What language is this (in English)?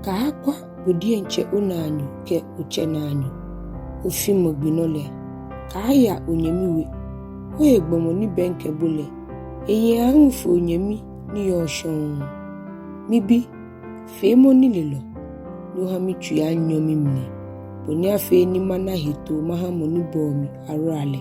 Ga